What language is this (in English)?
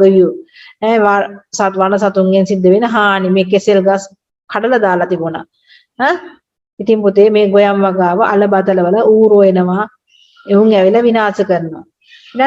Sinhala